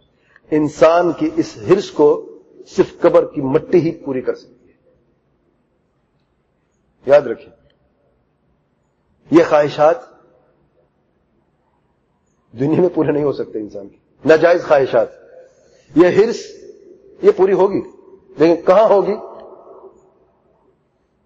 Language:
Urdu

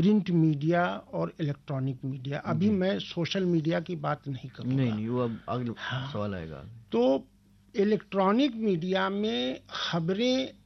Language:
Urdu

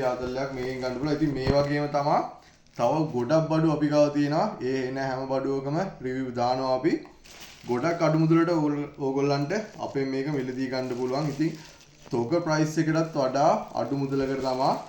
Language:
Sinhala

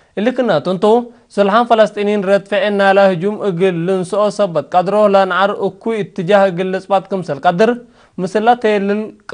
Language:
Tigre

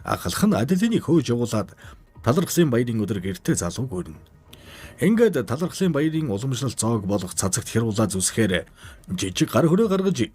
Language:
Mongolian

